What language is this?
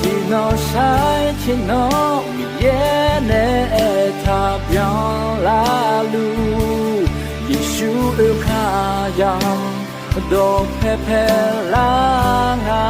Akha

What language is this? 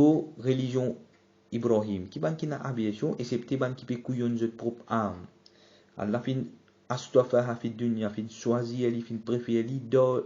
Morisyen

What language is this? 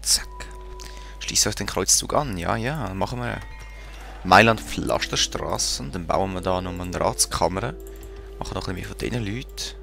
Swiss German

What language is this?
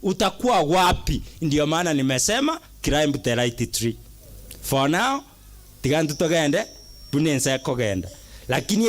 Gusii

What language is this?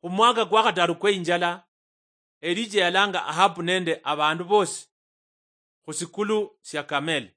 Luyia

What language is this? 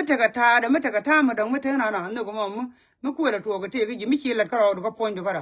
Nuer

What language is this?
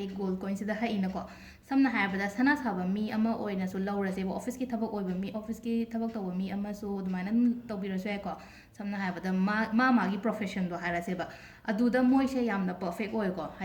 Manipuri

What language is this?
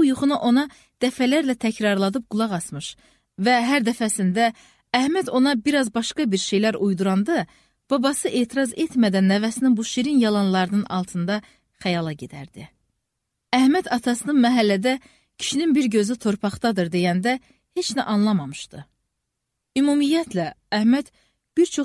Azerbaijani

